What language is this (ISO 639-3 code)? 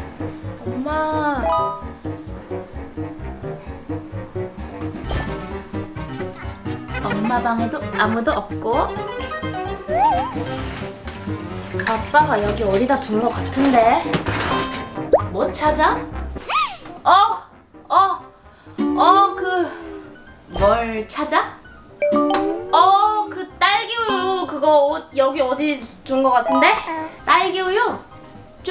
kor